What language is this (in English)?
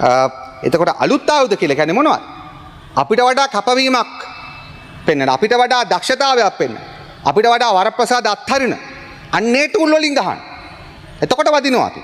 Sinhala